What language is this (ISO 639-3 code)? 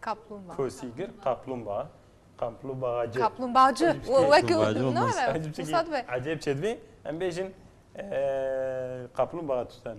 kur